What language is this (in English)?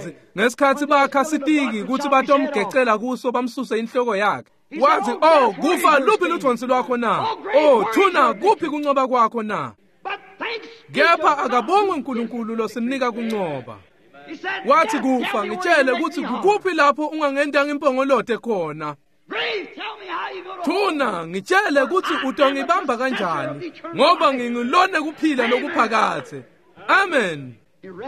Swati